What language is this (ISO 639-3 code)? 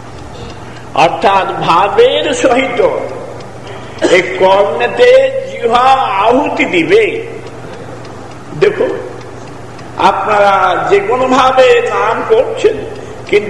ben